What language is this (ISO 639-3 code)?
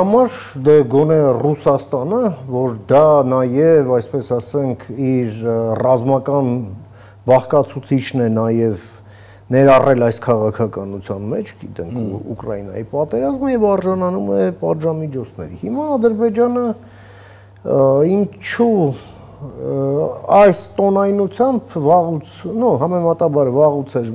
hye